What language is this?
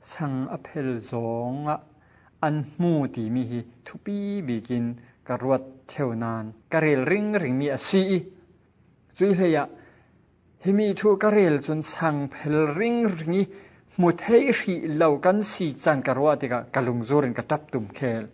Falam Chin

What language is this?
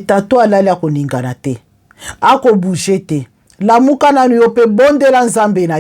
Lingala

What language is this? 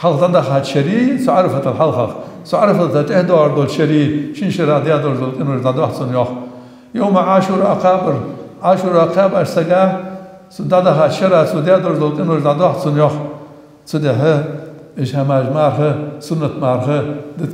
Ingush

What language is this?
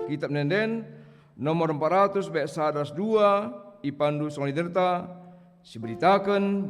Batak Karo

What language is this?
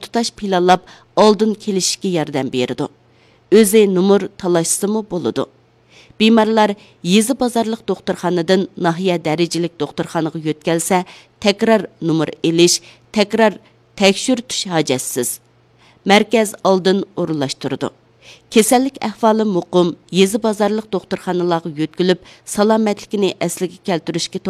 Uyghur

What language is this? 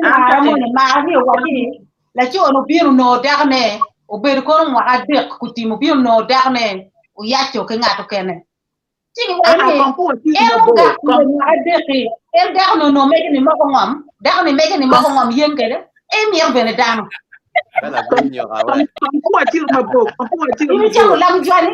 Acoli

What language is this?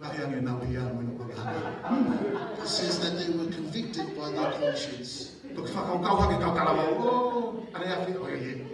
Tongan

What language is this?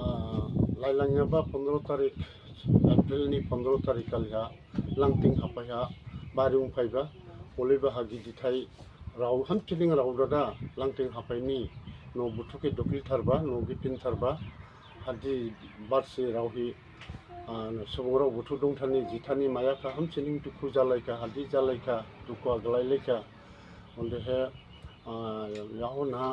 Dimasa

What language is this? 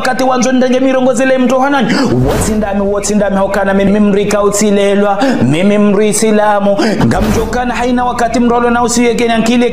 Ngazidja Comorian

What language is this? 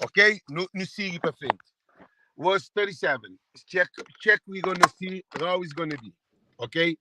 Kabuverdianu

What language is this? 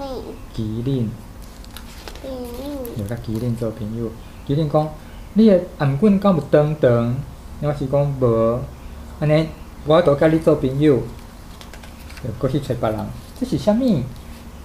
Min Nan Chinese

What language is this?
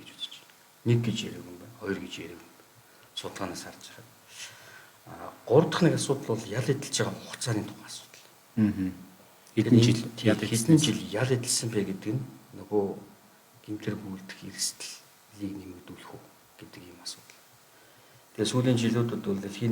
Mongolian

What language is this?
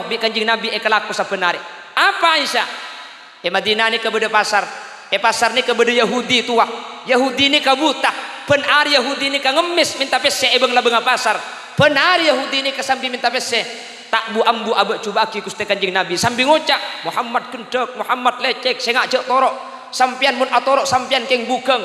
Madurese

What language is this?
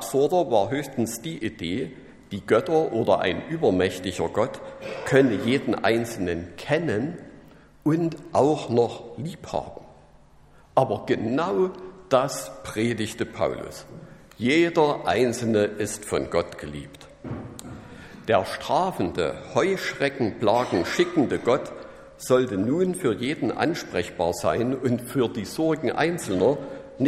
German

